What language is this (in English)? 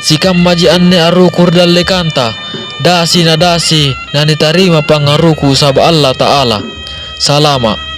Makasar